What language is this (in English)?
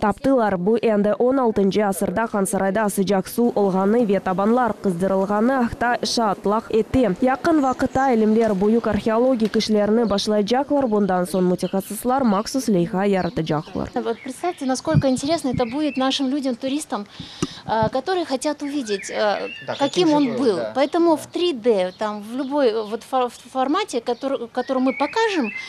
Crimean Tatar